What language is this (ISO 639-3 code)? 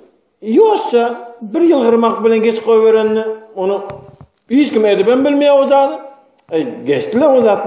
tuk